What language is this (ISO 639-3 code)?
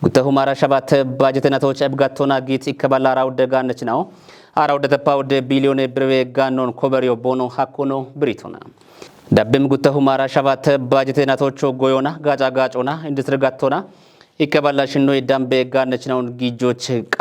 kbr